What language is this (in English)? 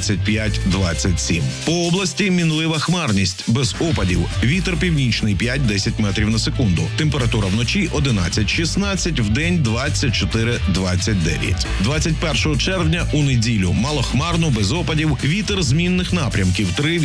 Ukrainian